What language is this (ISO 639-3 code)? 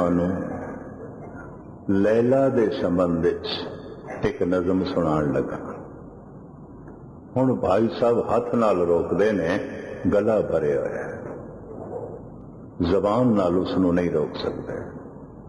pan